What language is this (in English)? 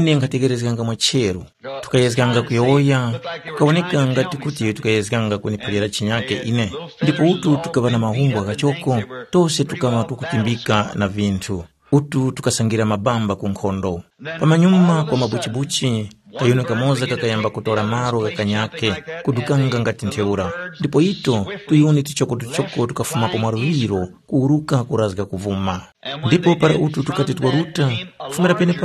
Tumbuka